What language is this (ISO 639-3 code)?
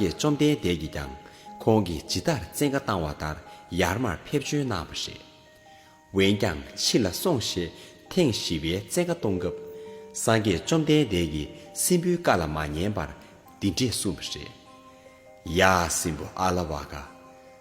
bod